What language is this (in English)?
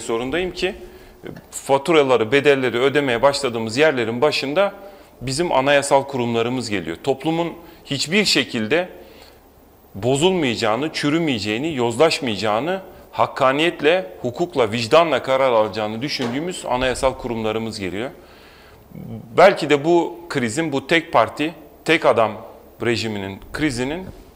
Turkish